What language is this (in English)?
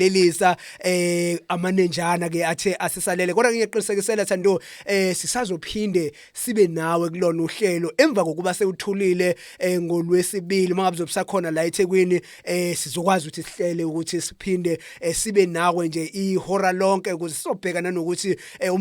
Zulu